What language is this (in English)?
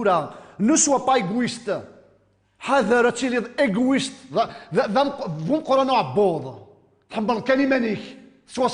Kabyle